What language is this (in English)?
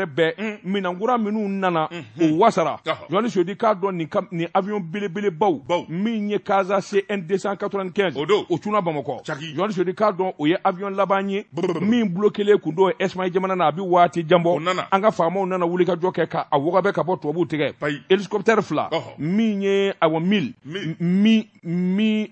Bambara